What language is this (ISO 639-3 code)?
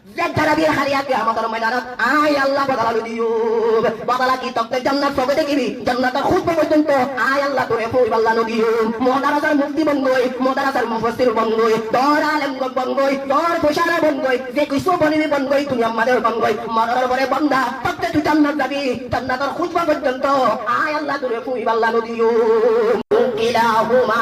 rhg